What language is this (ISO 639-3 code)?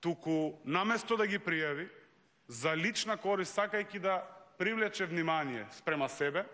mkd